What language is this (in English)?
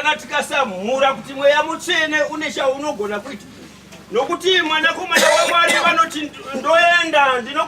Shona